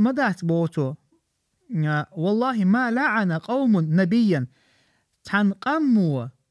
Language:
Chechen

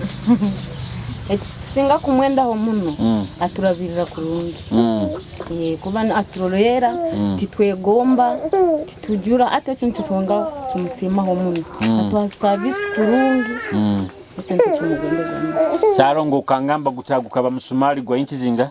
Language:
Nyoro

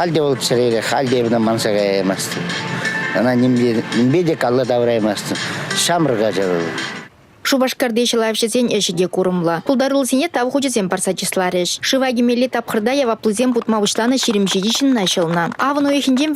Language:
Chuvash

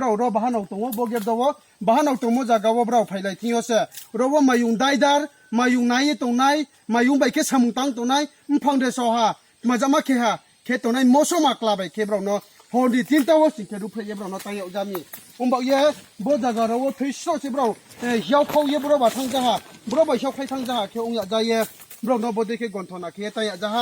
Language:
Riang (India)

